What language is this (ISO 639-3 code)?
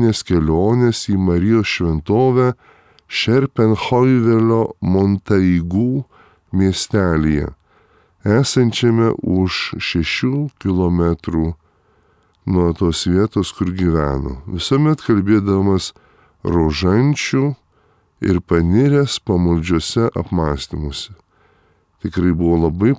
lit